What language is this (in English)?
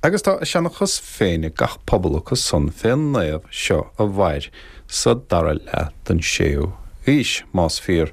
Irish